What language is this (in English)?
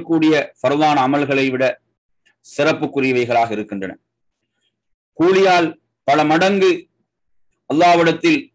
Tamil